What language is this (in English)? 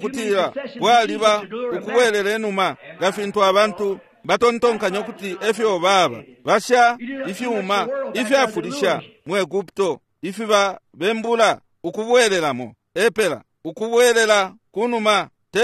Bemba